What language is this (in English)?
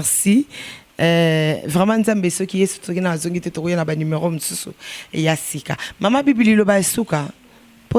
Lingala